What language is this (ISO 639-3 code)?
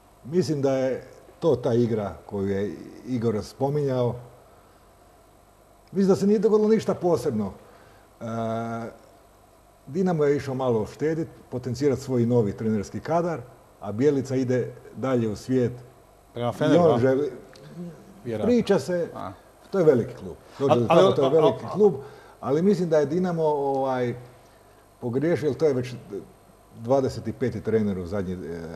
hrv